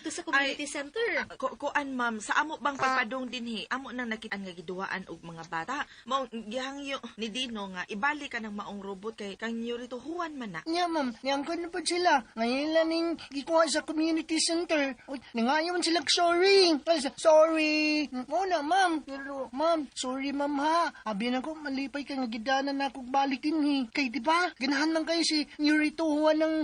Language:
Cebuano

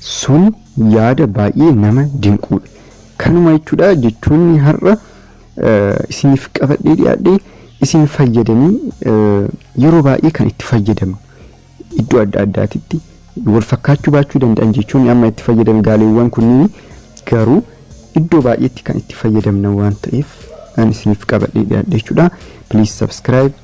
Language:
Oromo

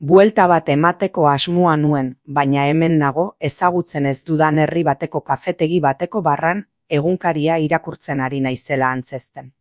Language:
Basque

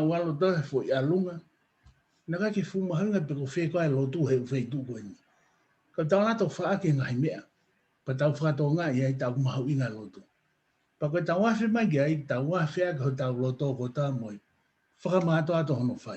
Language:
Tongan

